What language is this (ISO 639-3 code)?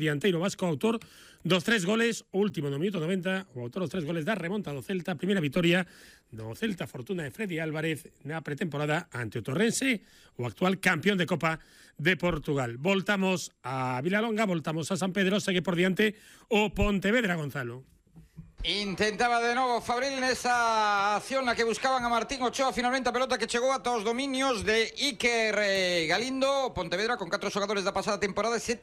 glg